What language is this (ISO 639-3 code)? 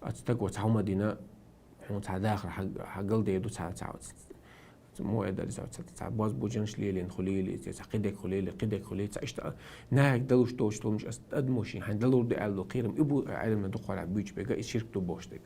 che